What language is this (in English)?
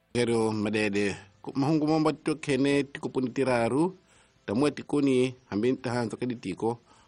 Tsonga